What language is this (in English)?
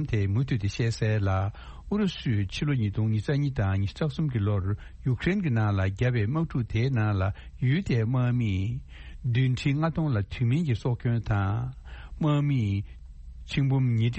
Tibetan